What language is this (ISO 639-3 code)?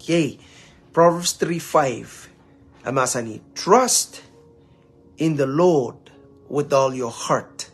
pon